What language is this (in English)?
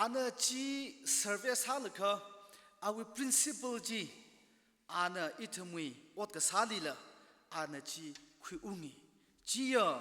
Tangkhul Naga (India)